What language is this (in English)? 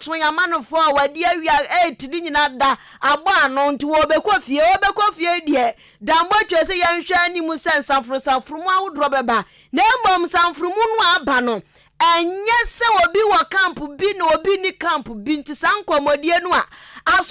Akan